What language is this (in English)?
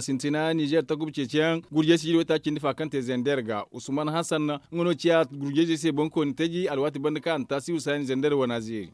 Zarma